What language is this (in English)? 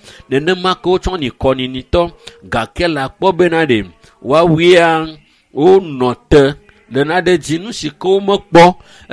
Ewe